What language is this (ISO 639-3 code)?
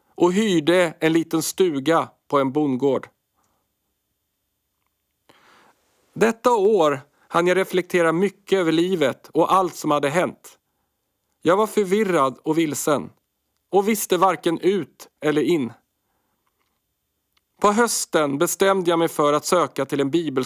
swe